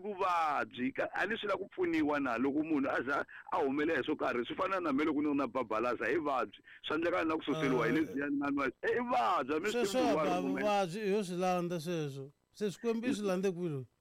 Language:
Tsonga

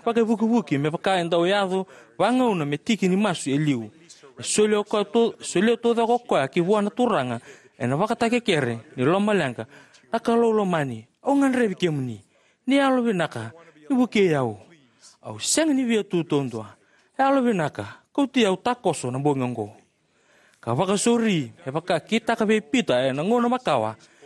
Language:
Fijian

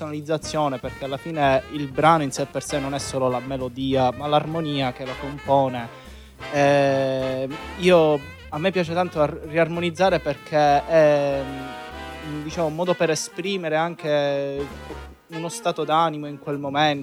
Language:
Italian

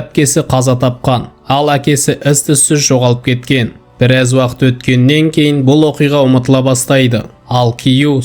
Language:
Kazakh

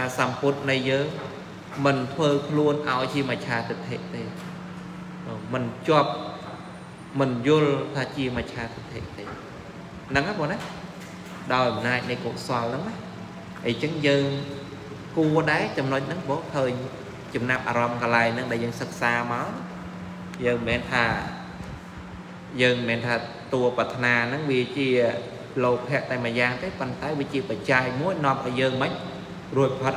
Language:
Khmer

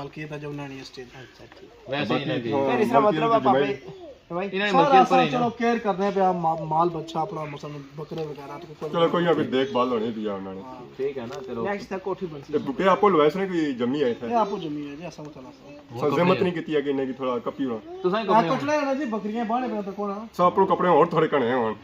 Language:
Pahari-Potwari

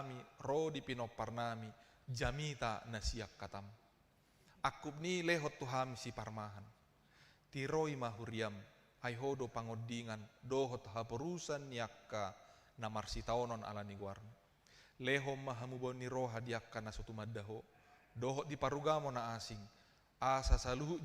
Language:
Batak Toba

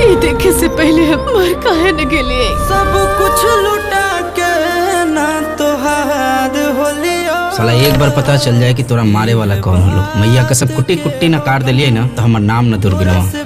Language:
Magahi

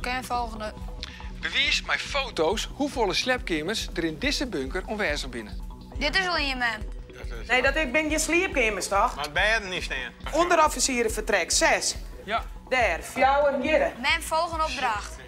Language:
Western Frisian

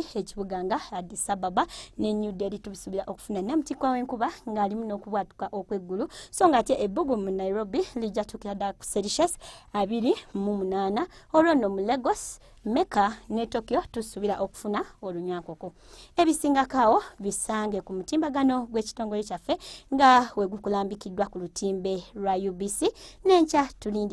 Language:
Ganda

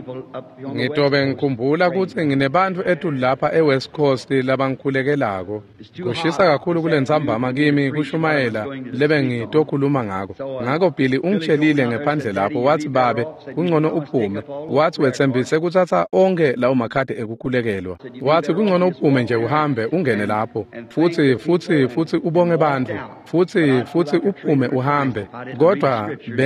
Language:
Swati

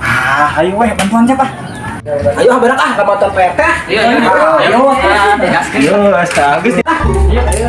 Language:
Sundanese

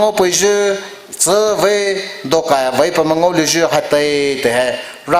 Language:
Poumei Naga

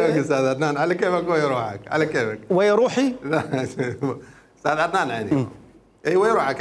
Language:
Mesopotamian Arabic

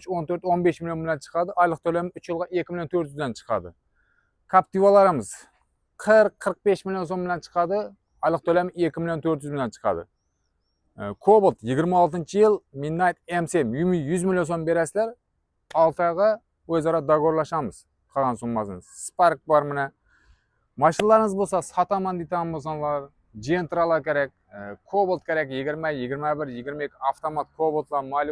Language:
Uzbek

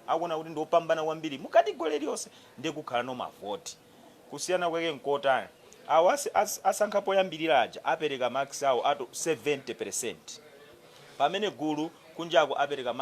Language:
Nyanja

